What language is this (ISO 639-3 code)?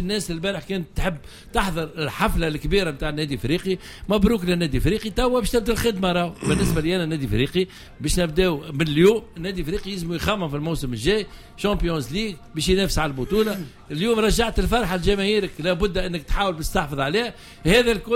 aeb